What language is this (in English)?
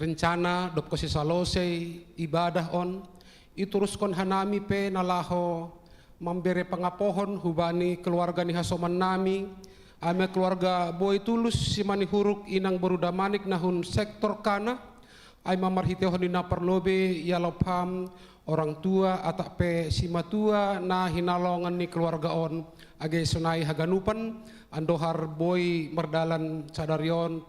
Batak Simalungun